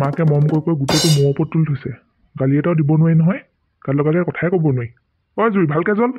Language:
Assamese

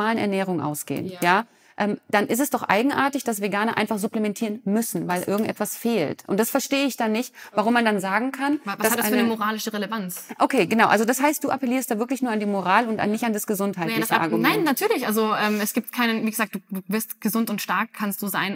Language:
German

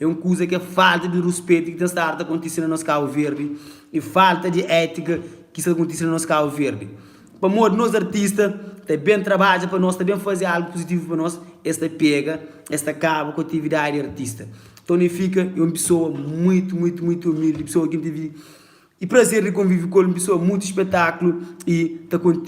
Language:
Kabuverdianu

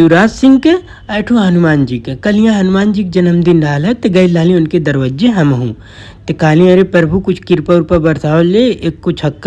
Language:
Bhojpuri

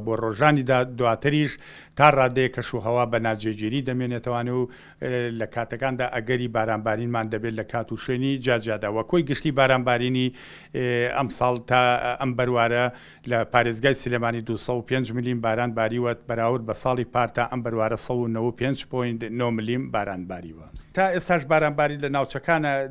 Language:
Central Kurdish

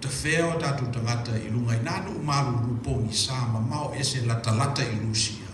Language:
Samoan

